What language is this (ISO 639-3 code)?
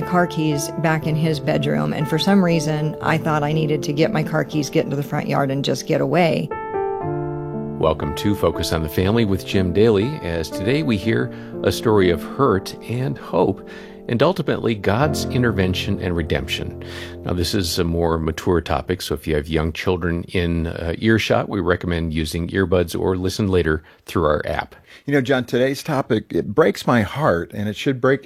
eng